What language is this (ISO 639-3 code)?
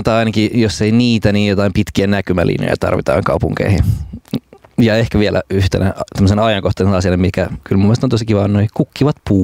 fin